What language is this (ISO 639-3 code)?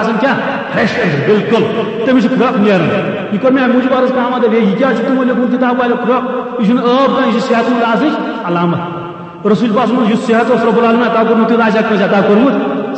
kas